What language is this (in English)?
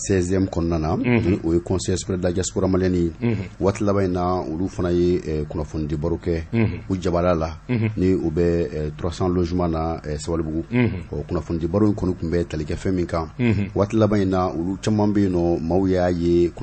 Bambara